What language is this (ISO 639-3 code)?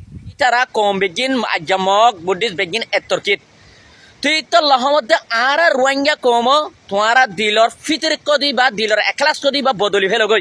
rhg